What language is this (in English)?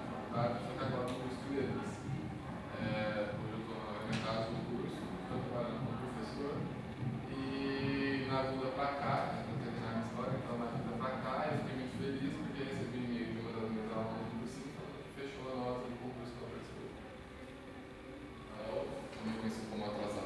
Portuguese